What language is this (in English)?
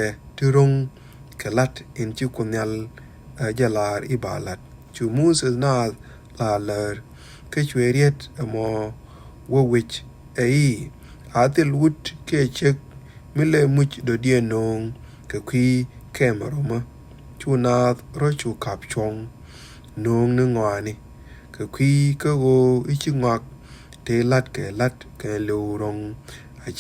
Nuer